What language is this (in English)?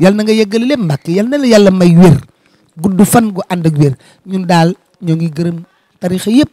Wolof